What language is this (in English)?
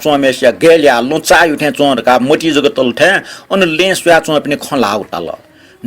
Newari